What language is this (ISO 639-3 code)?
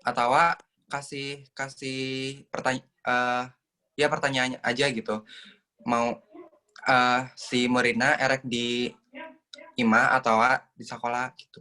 sun